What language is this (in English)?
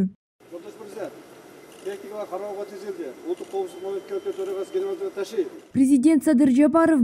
Kyrgyz